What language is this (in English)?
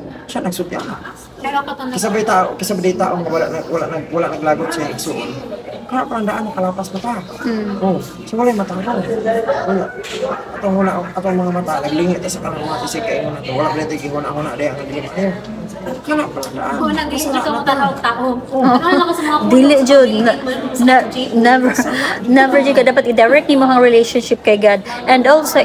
Cebuano